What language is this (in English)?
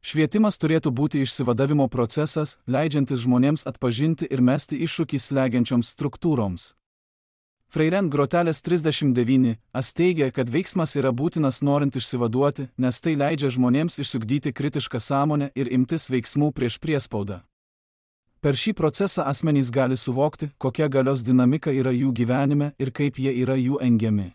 Lithuanian